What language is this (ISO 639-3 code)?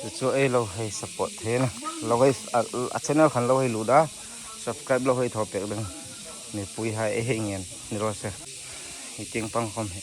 hmr